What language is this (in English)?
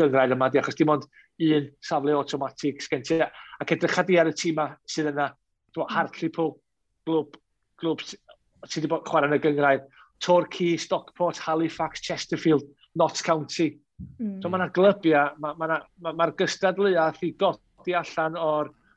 Welsh